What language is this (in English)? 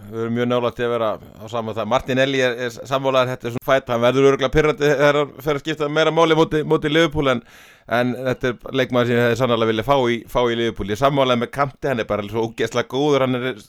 Icelandic